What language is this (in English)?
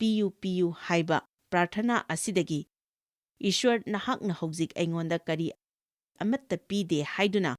Manipuri